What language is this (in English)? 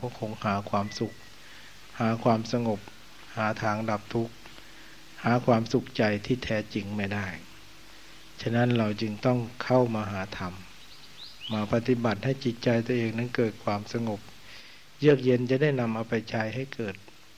Thai